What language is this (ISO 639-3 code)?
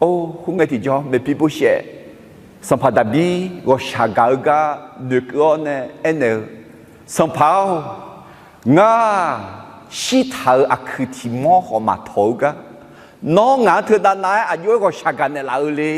ahk